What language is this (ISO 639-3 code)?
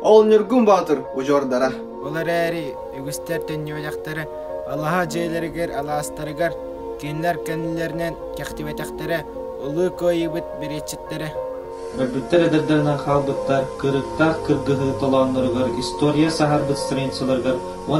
sah